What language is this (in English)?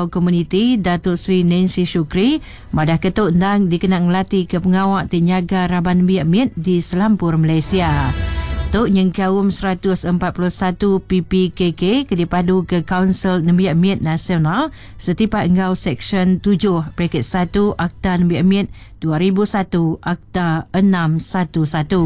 Iban